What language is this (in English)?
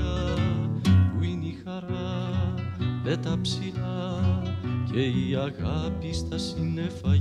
Greek